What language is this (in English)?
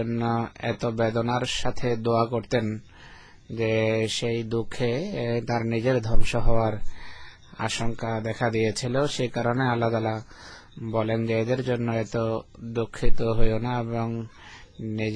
Bangla